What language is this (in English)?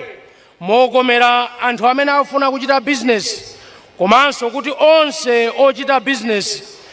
Nyanja